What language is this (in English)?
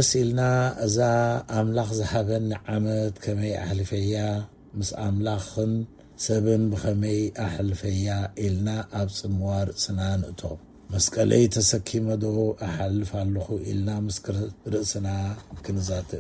Tigrinya